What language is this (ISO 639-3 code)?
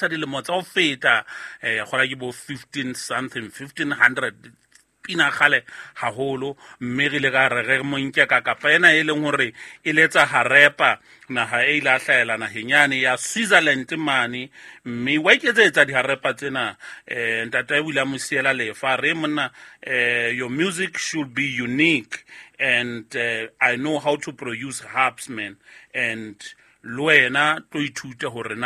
sot